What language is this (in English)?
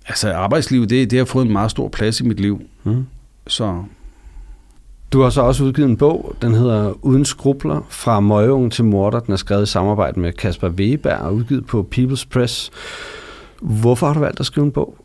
Danish